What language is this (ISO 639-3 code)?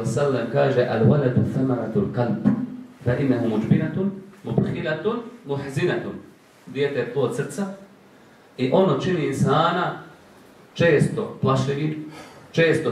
bos